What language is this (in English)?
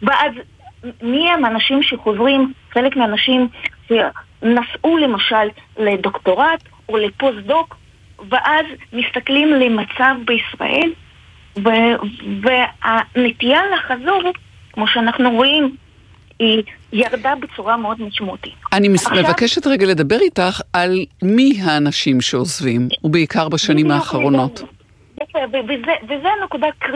Hebrew